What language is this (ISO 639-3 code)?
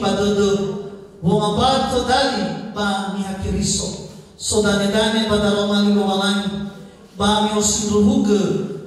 nia